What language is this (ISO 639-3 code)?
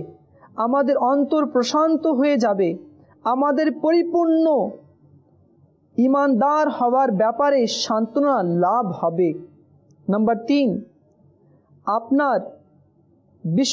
ben